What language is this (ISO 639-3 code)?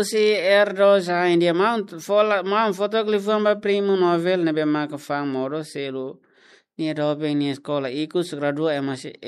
tet